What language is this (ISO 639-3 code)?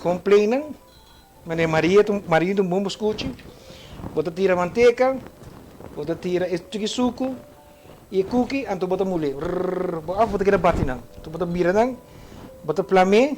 pap